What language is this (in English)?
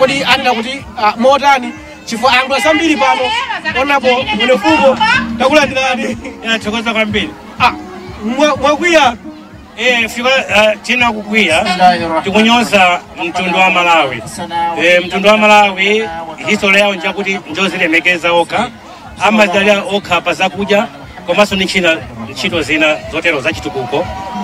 Nyanja